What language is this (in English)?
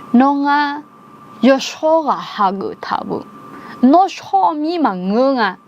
Akha